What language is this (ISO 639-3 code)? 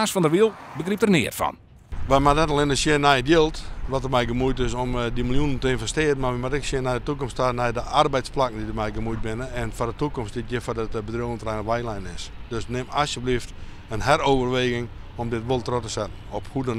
fry